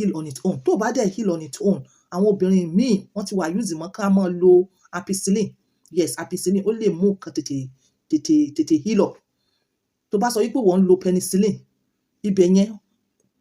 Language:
Yoruba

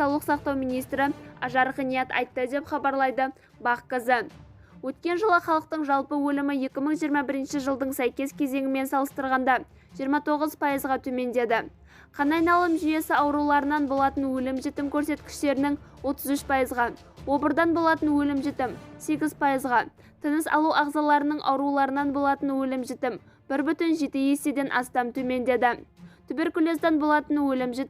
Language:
Kazakh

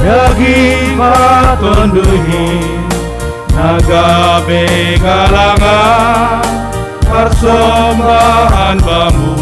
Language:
Batak Simalungun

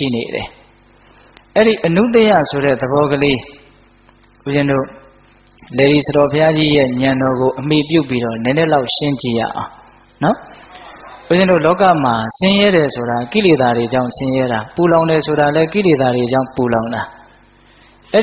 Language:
Burmese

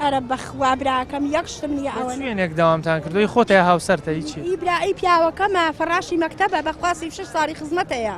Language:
Central Kurdish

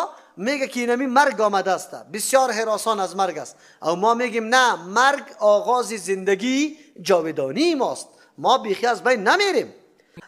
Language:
Persian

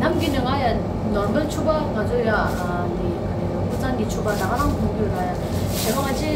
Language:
Tibetan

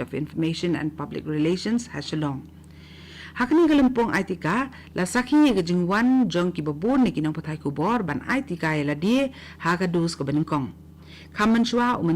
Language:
Khasi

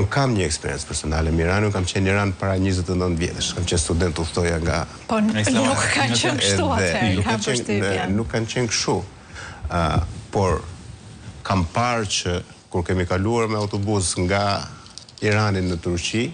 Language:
Albanian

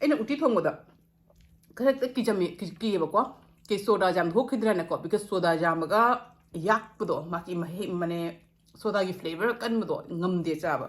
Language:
Manipuri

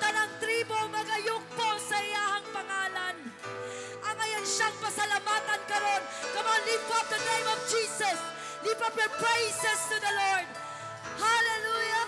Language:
Cebuano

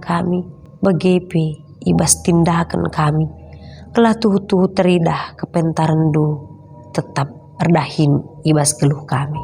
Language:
Batak Karo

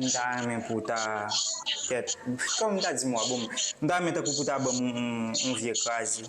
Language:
Haitian Creole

